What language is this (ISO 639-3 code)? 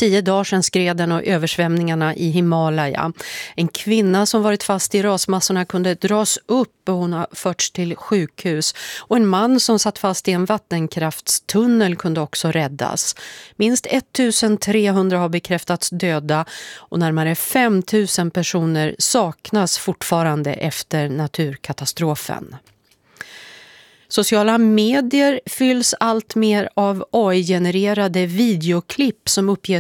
swe